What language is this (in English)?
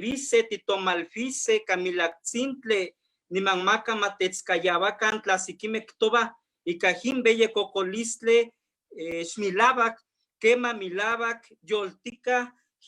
Eastern Huasteca Nahuatl